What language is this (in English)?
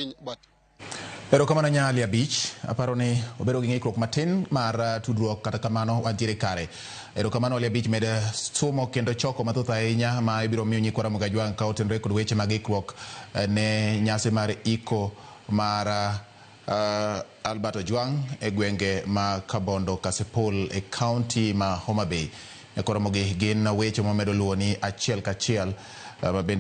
Luo (Kenya and Tanzania)